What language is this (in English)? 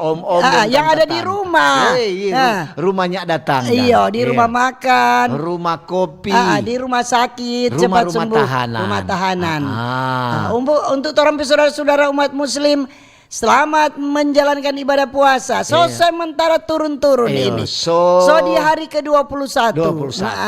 Manado Malay